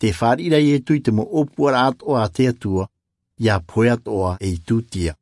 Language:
Tahitian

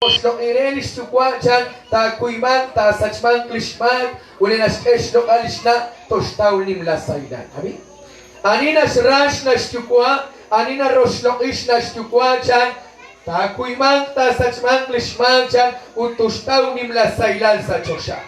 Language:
Kekchí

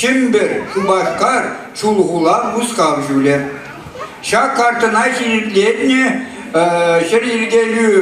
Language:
Chuvash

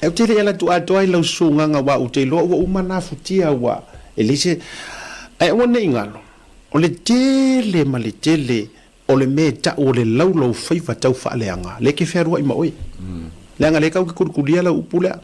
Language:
Samoan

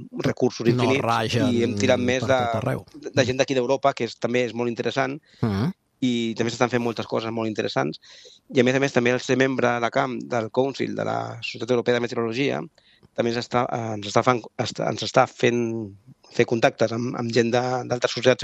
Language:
Catalan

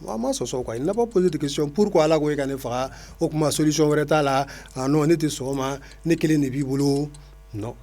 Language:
Bambara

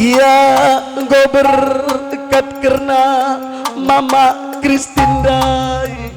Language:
Batak Karo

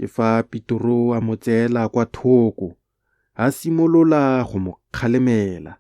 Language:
Tswana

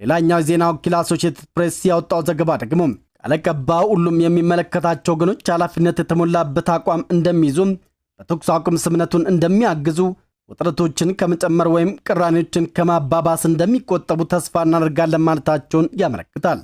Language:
Amharic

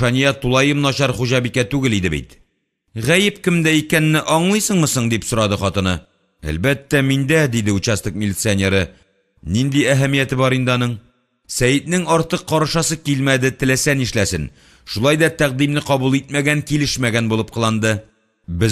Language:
Tatar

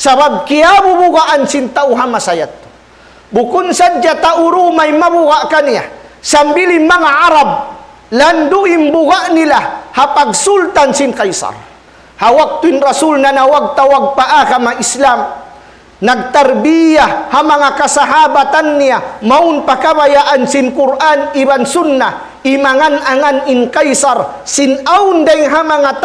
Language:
Tausug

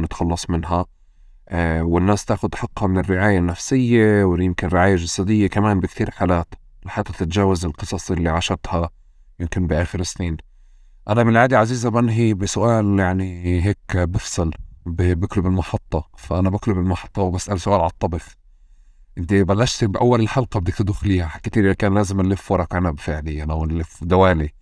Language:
North Levantine Arabic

